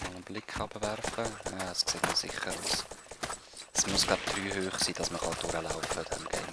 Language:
Swiss German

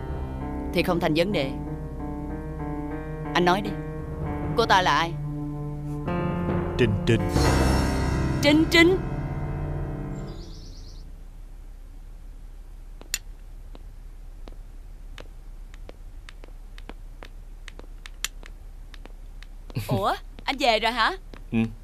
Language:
Vietnamese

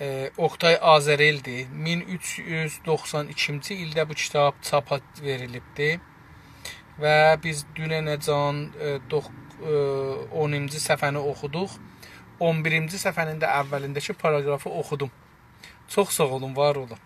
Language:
South Azerbaijani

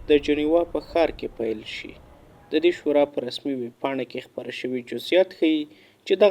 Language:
Pashto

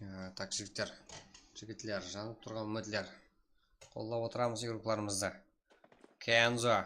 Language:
Kara-Kalpak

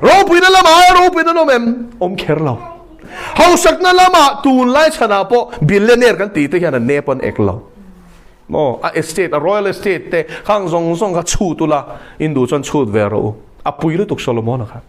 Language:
Mizo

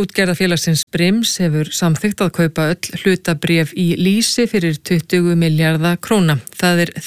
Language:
Icelandic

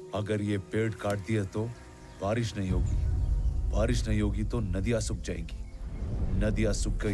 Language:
Hindi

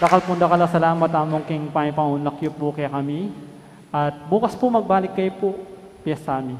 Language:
Pampanga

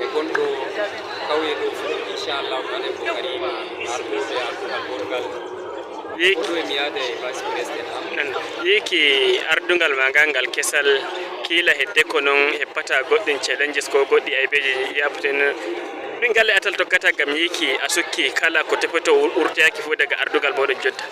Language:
Fula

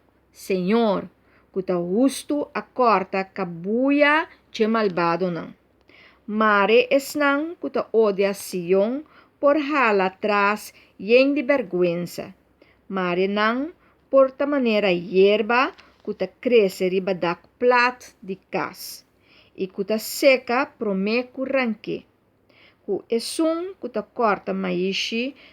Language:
Papiamento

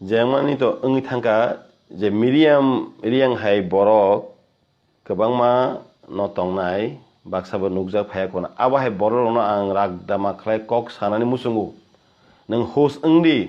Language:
Kok Borok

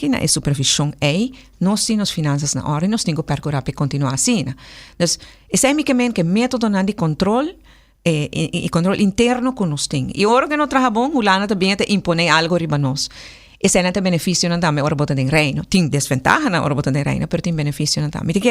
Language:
Papiamento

